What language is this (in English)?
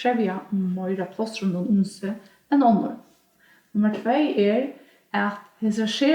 Faroese